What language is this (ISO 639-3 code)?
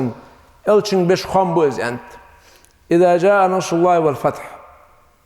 inh